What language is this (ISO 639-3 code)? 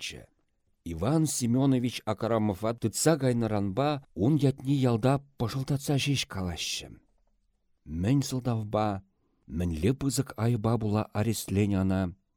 chv